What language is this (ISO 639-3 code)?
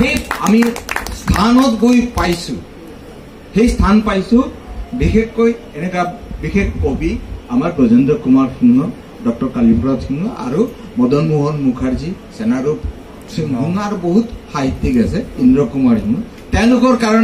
bpy